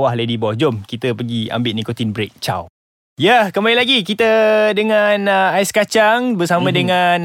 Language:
Malay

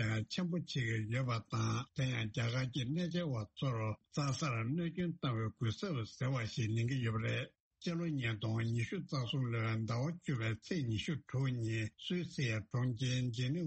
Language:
Tibetan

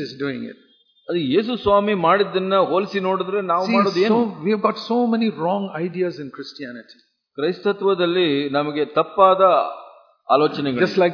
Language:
Kannada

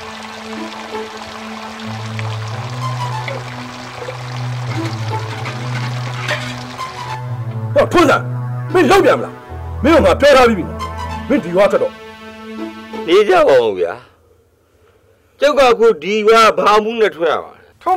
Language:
Burmese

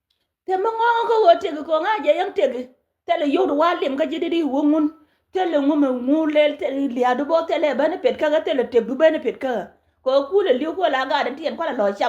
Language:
Nuer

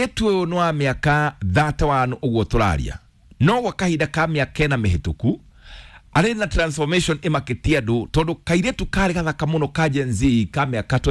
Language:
Kikuyu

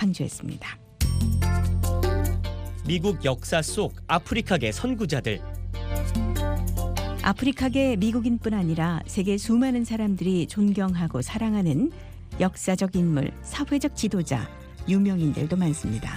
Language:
Korean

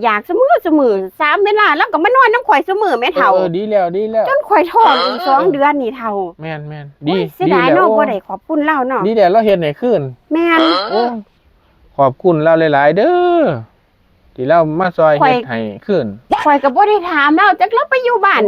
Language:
Northeastern Thai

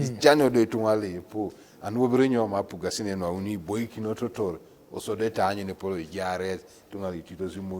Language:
Teso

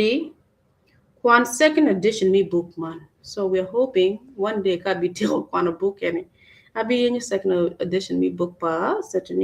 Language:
Acoli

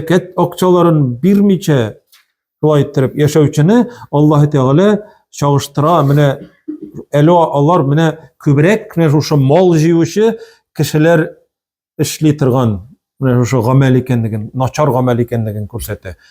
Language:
Tatar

